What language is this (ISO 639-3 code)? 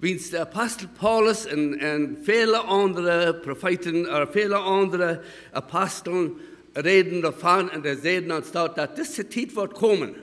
pdt